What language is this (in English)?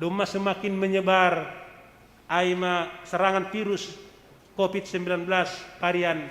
Batak Simalungun